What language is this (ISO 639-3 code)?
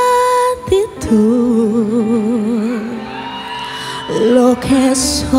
spa